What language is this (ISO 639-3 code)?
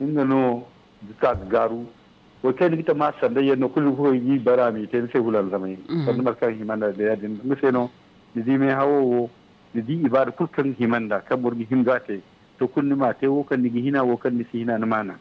dje